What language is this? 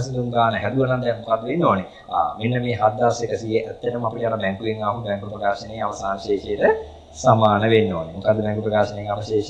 Sinhala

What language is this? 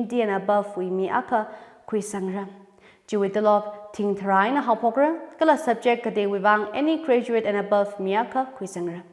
Tangkhul Naga (India)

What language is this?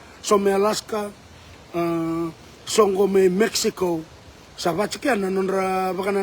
Fijian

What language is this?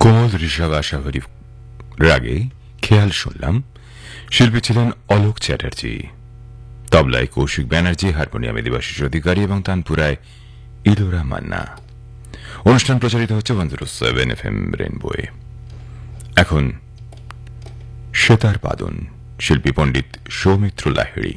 Bangla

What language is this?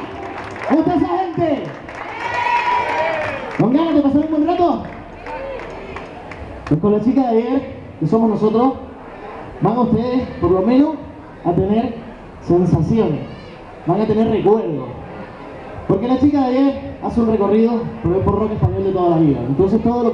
Spanish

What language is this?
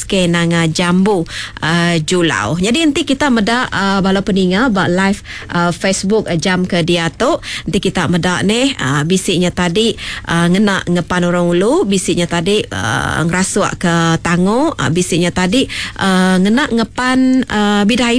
Iban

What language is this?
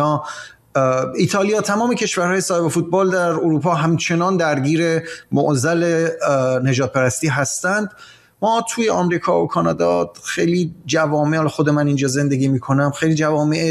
Persian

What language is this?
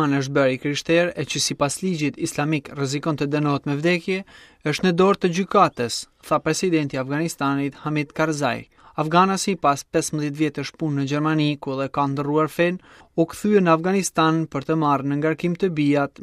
Albanian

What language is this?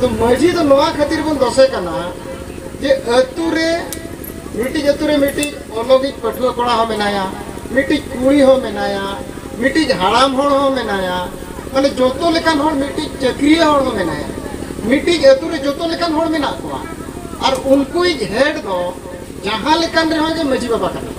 Santali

